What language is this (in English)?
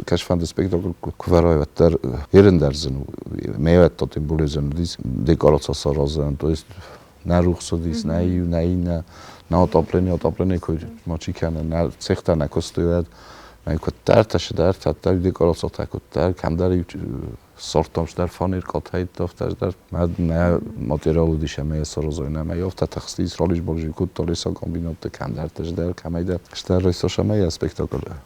Ossetic